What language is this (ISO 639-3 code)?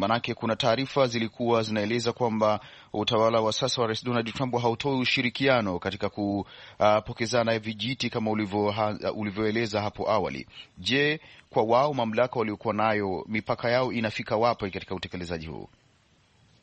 swa